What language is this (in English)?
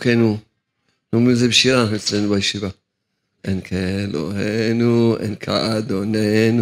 Hebrew